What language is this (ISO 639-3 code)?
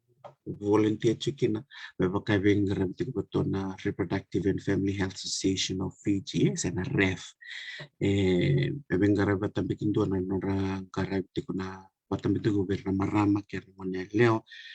fij